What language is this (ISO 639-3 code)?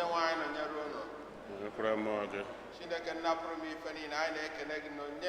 ibo